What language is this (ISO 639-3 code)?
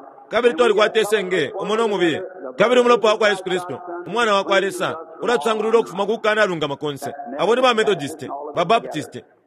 bem